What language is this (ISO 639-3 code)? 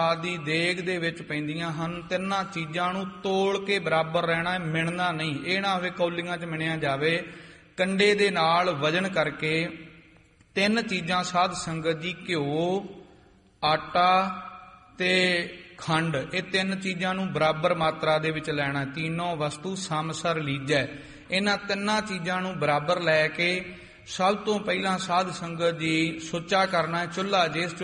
pan